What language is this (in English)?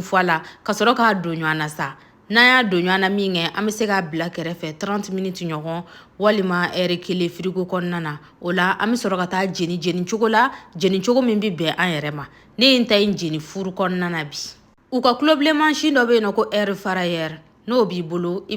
Bambara